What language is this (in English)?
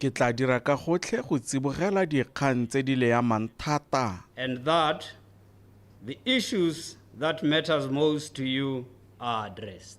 Tswana